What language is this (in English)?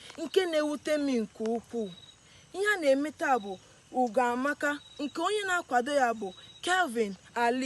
Igbo